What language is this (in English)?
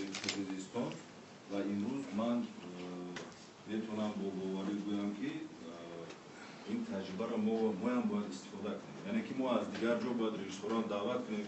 Tajik